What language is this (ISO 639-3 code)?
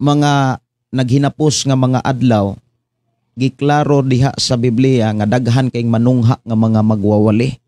ceb